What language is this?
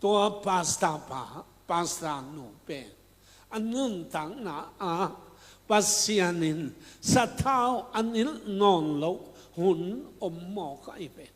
Tedim Chin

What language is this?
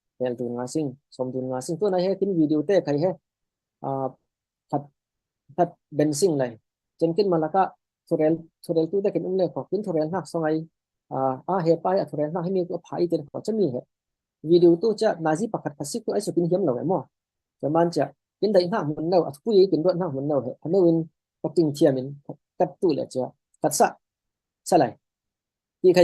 Falam Chin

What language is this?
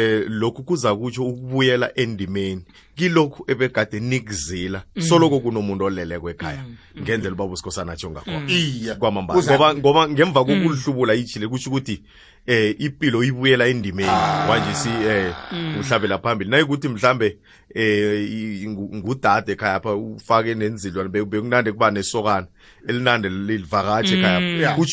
South Ndebele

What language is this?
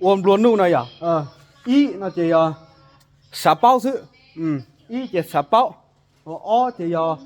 Hmong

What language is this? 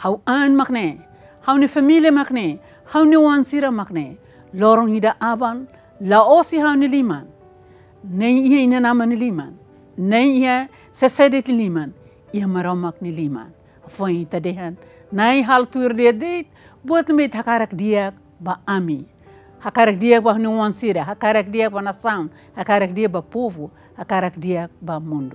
Tetum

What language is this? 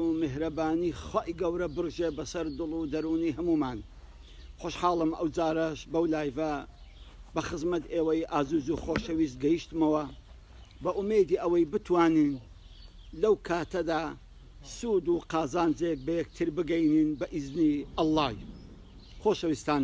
Central Kurdish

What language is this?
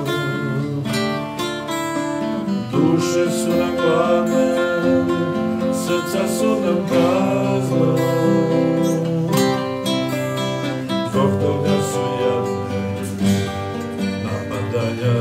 Serbian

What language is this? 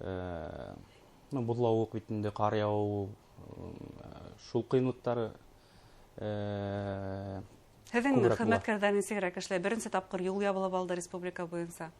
Bashkir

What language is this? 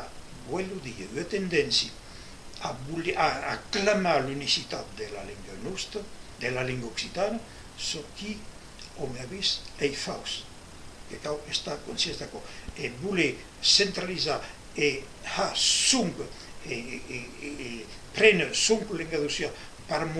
Occitan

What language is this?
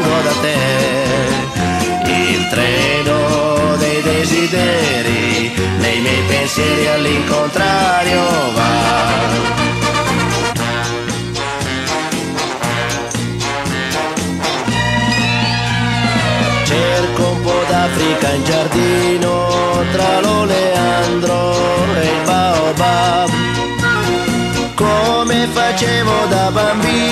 Italian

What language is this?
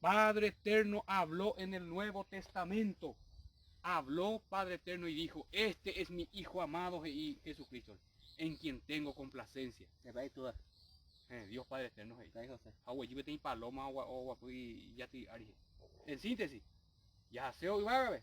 Guarani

